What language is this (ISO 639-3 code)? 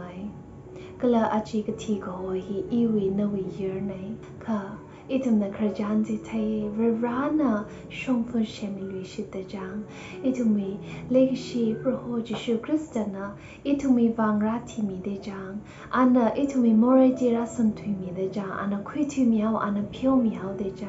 nmf